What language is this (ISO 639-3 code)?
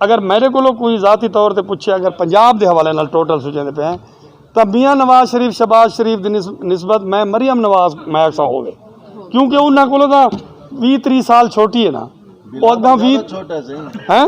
skr